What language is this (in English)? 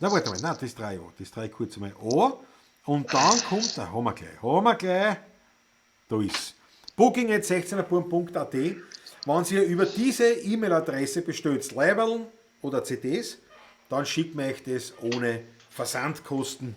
Bavarian